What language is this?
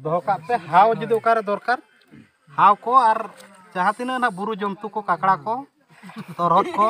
Santali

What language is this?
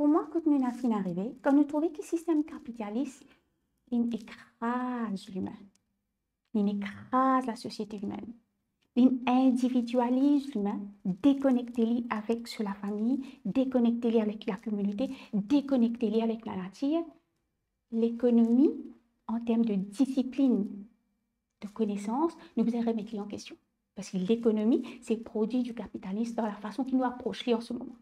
Morisyen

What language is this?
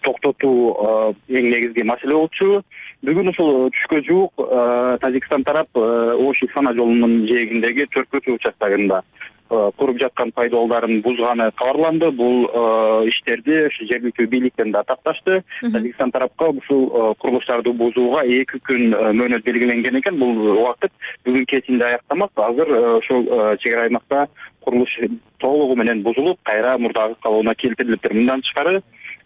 Kyrgyz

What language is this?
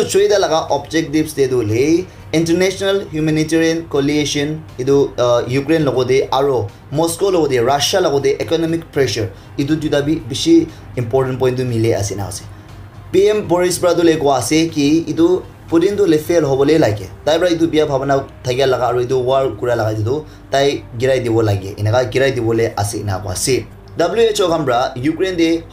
Naga Pidgin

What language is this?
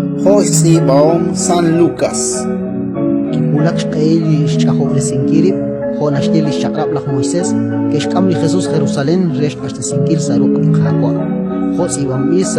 Kekchí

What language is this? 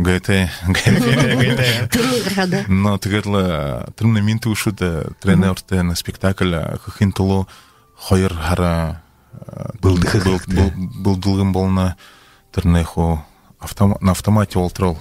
Buriat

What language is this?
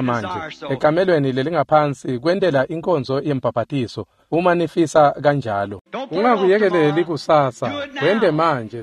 Swati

